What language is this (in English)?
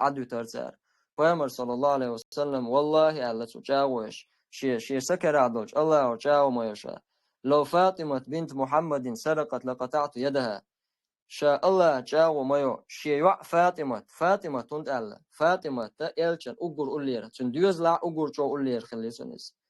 Chechen